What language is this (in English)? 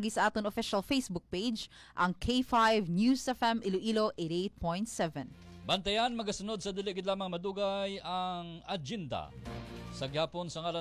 Hiligaynon